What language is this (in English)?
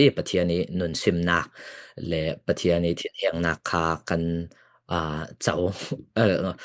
Falam Chin